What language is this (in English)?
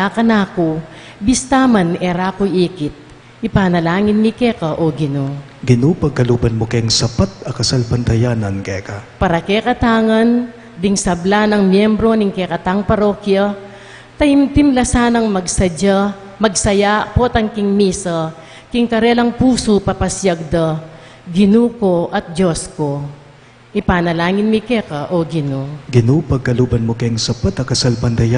Pampanga